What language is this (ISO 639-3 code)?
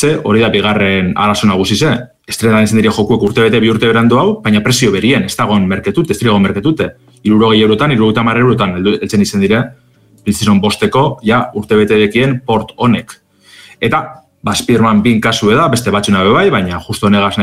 eus